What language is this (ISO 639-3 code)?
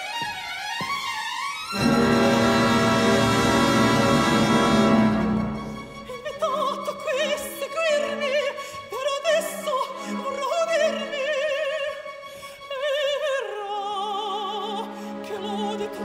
ita